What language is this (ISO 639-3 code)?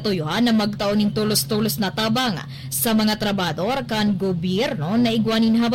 bik